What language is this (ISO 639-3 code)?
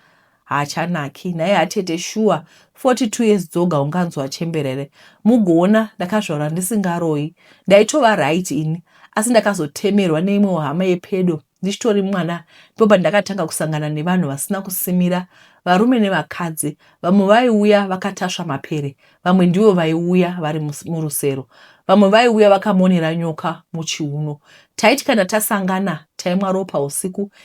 sna